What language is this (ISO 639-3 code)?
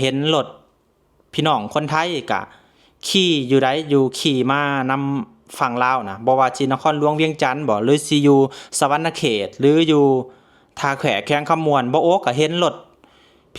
lao